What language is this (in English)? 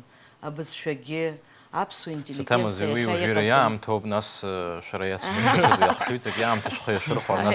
Abkhazian